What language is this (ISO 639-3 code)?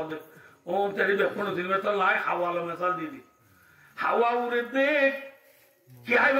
rhg